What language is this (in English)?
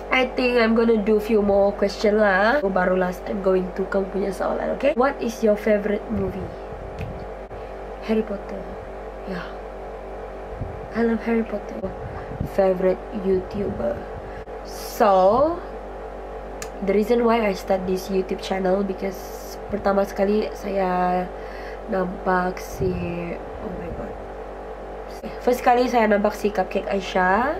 Malay